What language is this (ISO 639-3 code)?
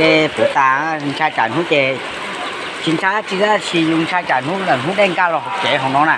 hmn